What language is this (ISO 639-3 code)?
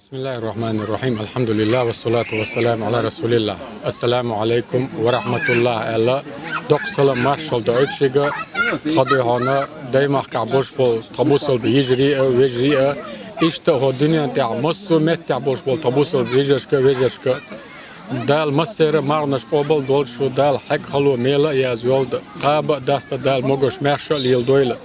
che